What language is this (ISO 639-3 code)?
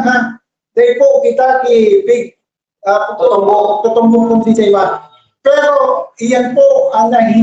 bik